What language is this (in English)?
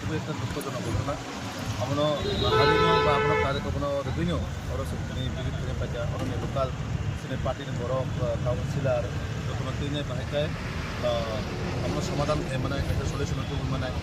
Kok Borok